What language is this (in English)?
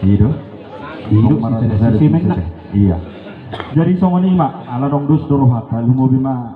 Batak Toba